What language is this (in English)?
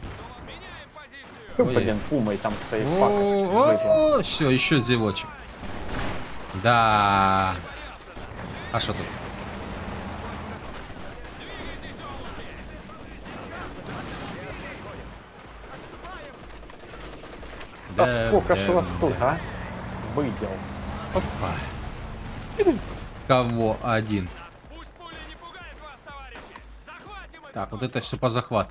Russian